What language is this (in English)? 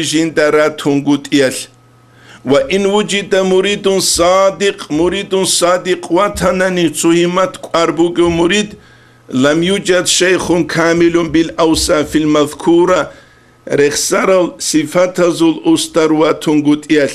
Avaric